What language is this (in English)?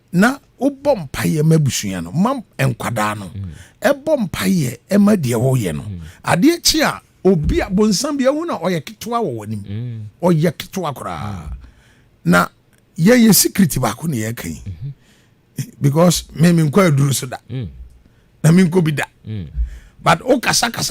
Akan